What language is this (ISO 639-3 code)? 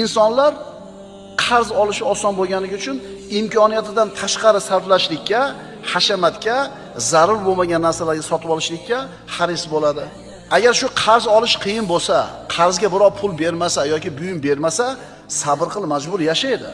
uzb